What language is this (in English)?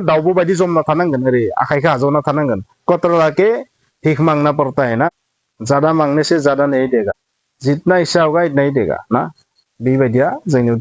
Bodo